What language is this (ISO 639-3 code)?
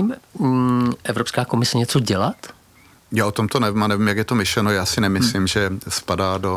ces